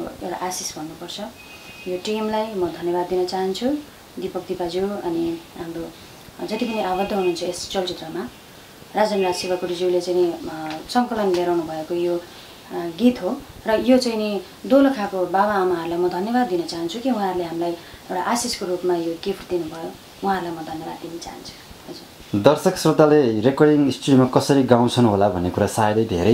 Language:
Nepali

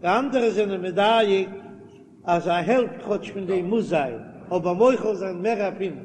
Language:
Yiddish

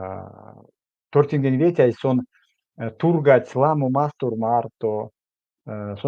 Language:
Erzya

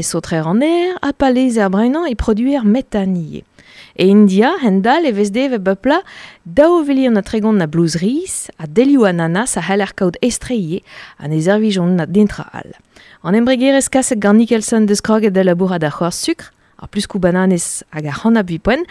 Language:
Breton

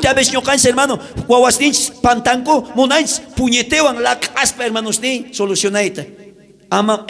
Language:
South Bolivian Quechua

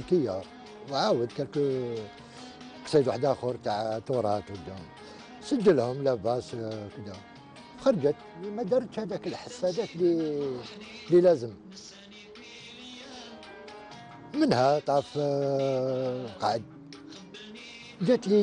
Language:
Algerian Arabic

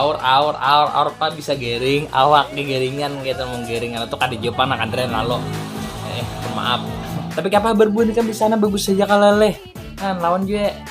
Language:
Banjar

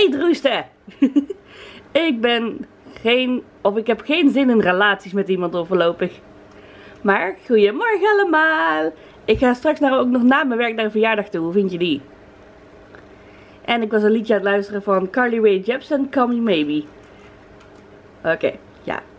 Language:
Dutch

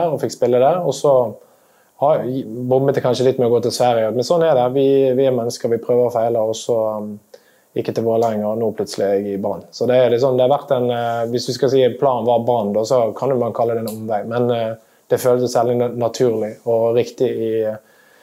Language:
Norwegian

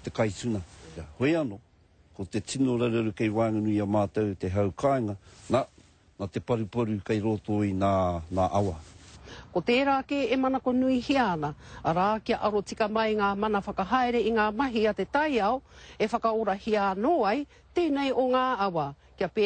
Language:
Māori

